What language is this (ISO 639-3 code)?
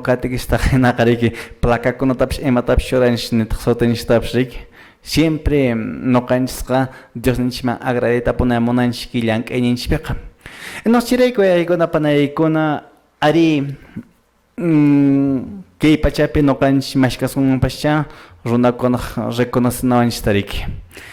que